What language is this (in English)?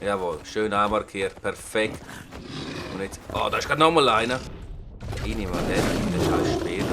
Swiss German